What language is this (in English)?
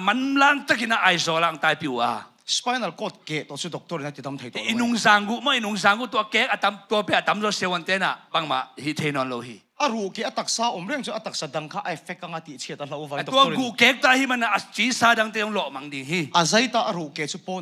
Tedim Chin